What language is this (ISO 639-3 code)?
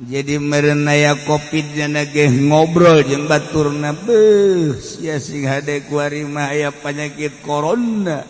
sun